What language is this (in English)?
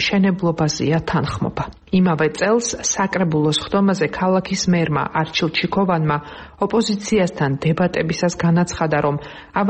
Georgian